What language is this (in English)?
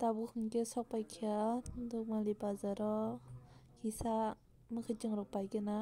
Kok Borok